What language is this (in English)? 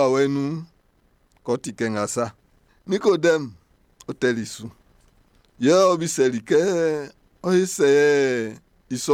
Baoulé